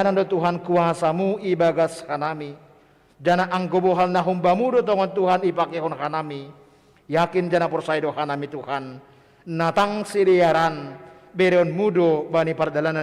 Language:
Batak Simalungun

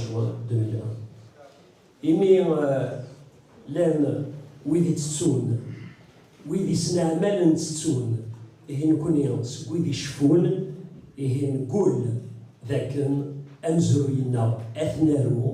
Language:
Kabyle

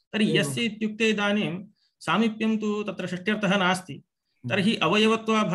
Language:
Sanskrit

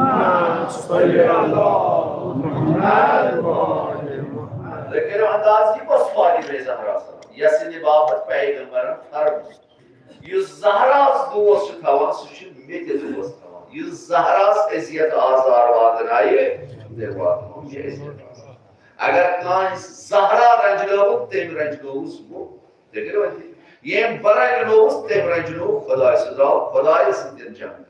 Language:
Kashmiri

